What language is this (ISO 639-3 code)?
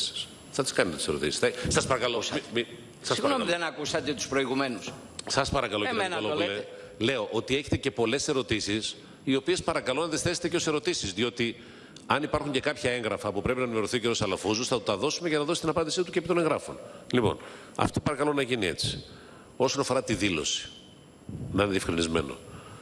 ell